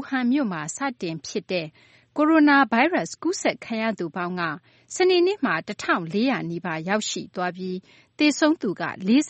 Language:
Burmese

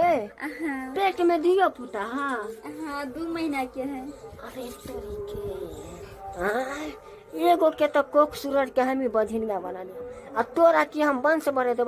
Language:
Maithili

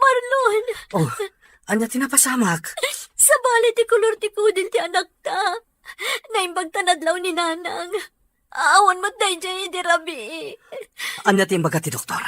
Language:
Iloko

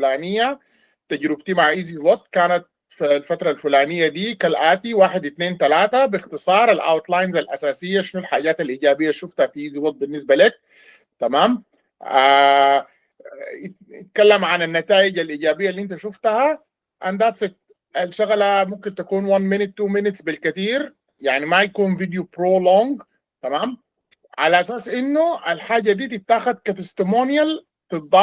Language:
Sudanese Arabic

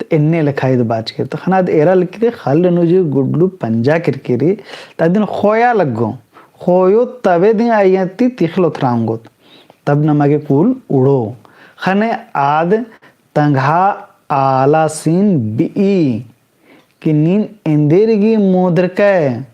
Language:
Kurukh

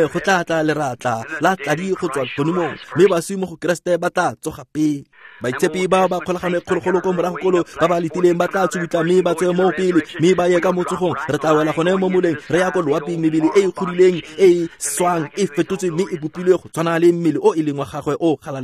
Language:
Tswana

